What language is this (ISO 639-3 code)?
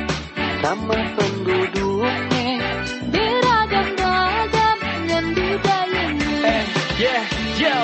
ind